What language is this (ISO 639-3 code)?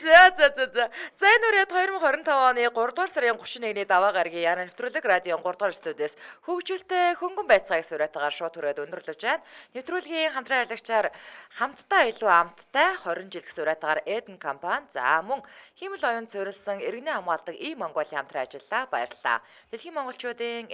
mon